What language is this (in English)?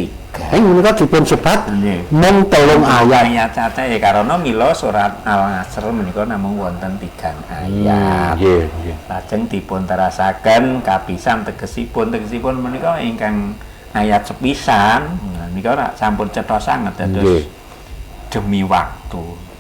Javanese